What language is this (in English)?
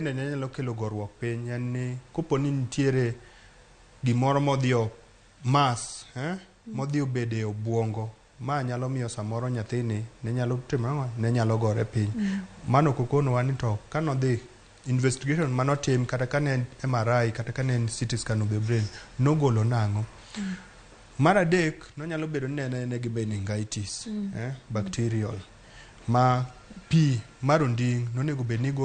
Luo (Kenya and Tanzania)